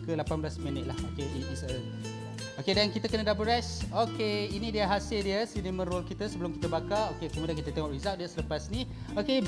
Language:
Malay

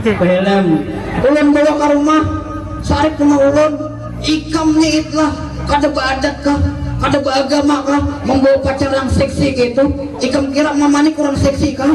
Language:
Banjar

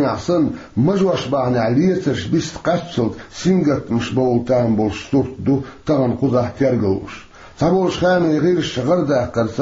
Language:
Chechen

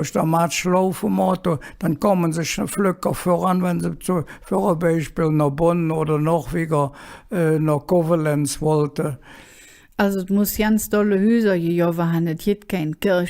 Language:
Colognian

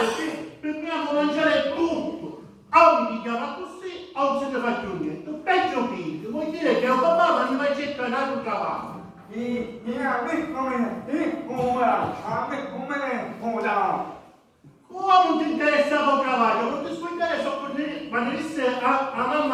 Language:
Sicilian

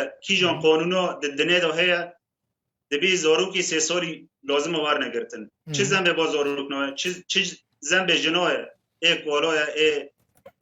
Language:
Kurdish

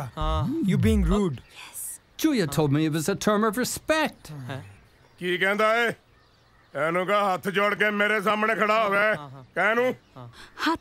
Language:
Punjabi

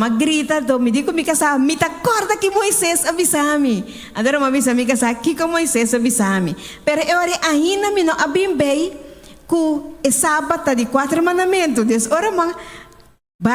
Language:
Papiamento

